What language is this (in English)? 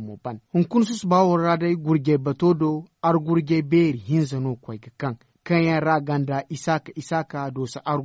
Zarma